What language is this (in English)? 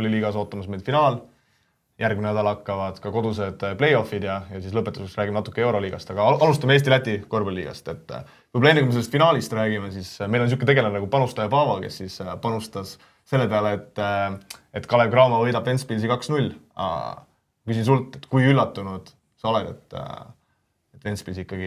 Estonian